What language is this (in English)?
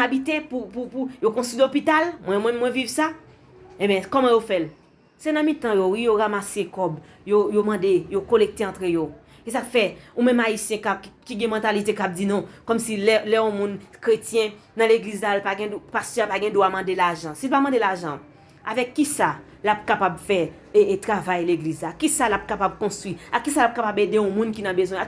Haitian Creole